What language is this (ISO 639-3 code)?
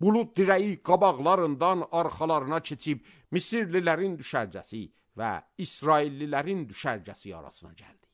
aze